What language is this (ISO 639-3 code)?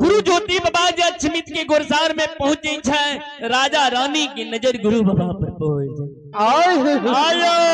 mai